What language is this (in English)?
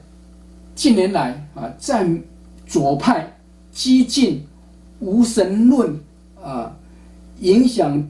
Chinese